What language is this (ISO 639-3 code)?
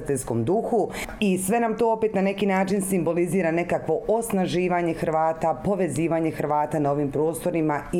hrv